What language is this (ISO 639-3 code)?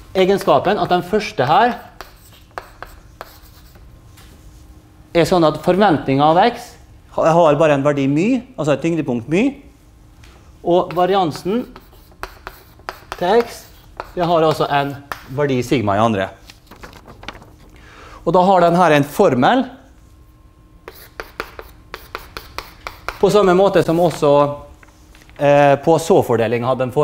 nor